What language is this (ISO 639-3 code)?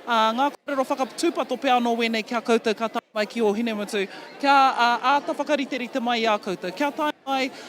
mri